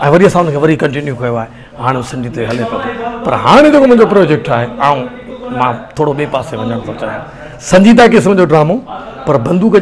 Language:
Sindhi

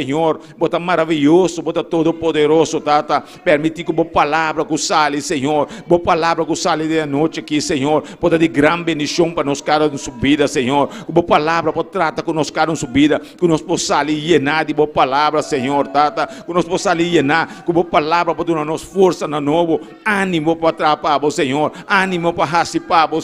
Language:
Papiamento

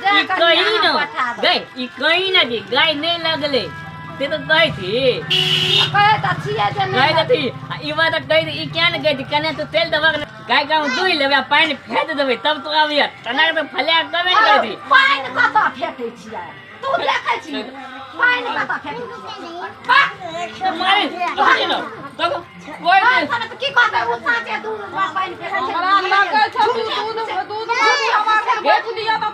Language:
Maithili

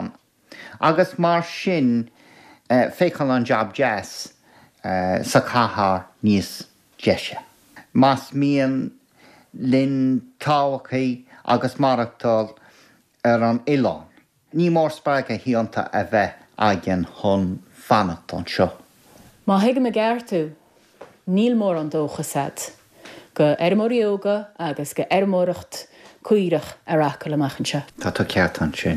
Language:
Irish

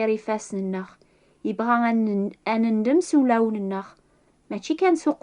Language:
Kabyle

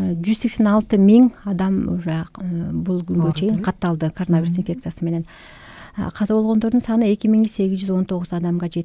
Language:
Kyrgyz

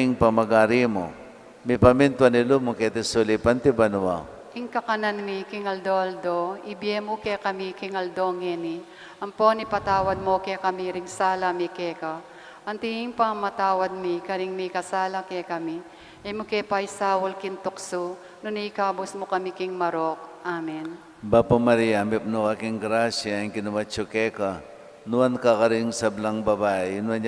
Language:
Pampanga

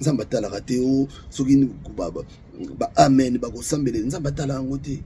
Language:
Lingala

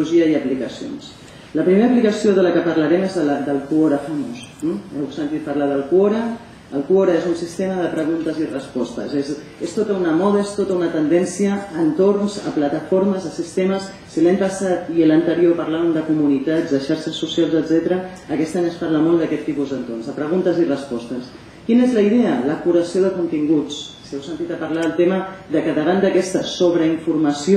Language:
Catalan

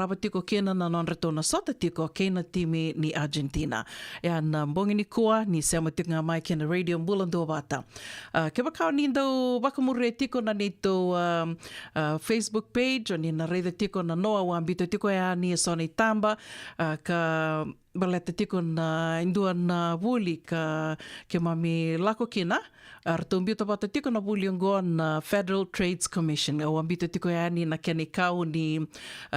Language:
Fijian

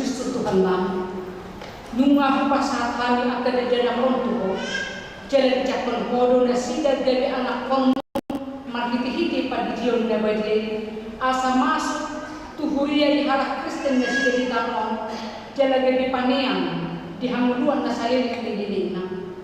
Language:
Batak Toba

